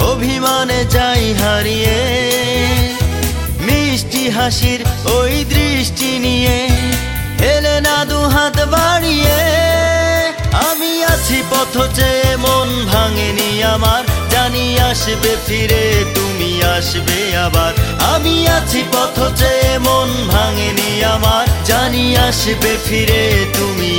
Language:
Bangla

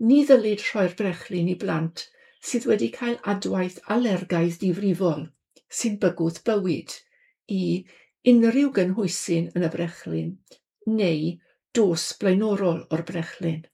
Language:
Welsh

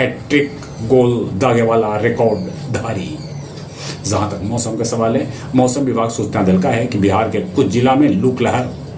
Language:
Magahi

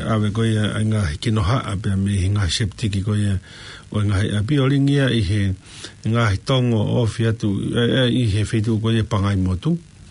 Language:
Tongan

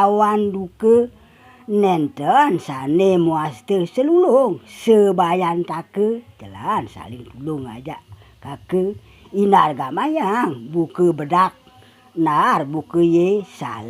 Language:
Balinese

